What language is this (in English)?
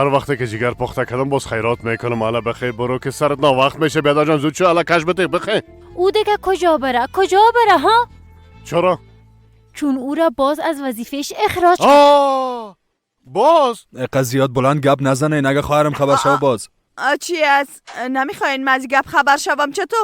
Persian